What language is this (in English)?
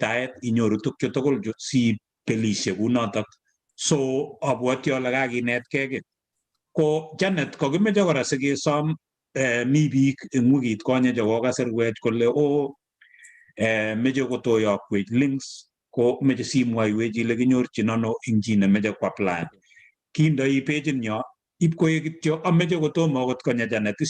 Kalenjin